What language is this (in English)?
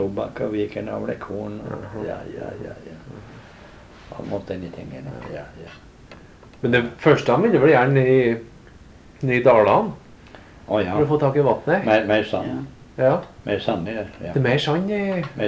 Norwegian